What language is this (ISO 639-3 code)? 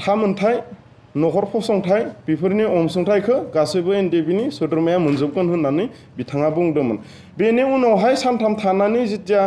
brx